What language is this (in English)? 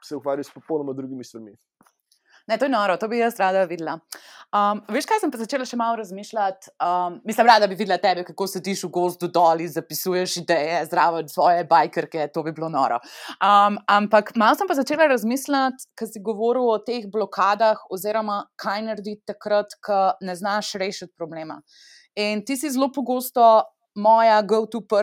Slovenian